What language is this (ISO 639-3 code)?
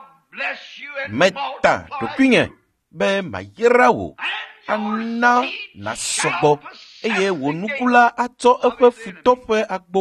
ewe